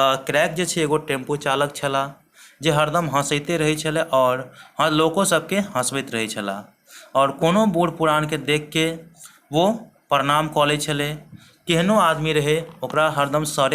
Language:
Maithili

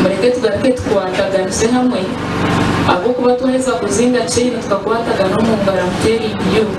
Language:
Nyankole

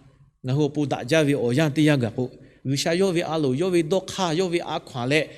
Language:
Lahu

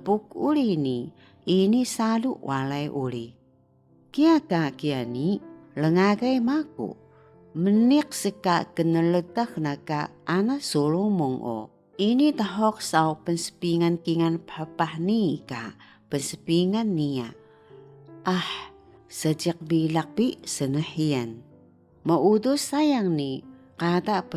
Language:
Taroko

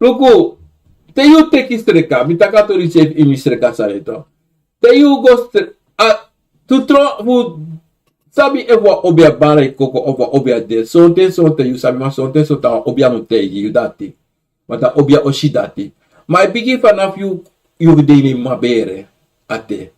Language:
Sranan Tongo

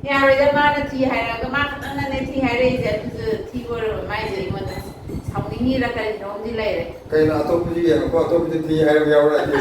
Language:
Manipuri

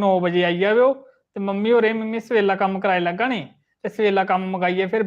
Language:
Dogri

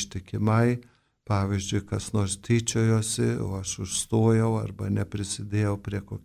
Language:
Lithuanian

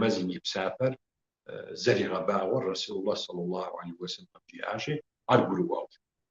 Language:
Kabardian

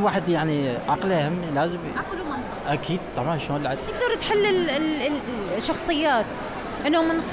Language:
Mesopotamian Arabic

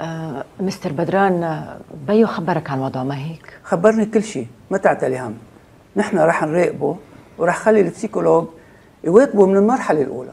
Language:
North Levantine Arabic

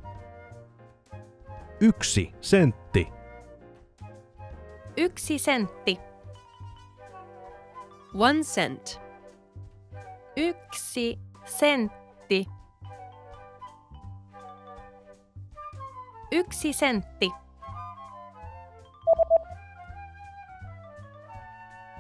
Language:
Finnish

